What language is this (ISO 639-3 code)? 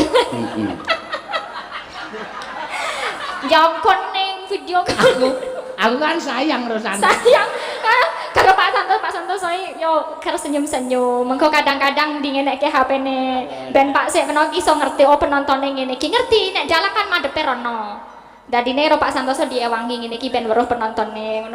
jav